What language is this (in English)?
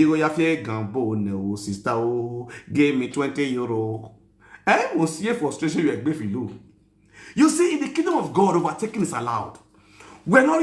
Nigerian Pidgin